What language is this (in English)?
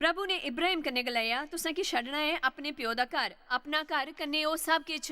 Dogri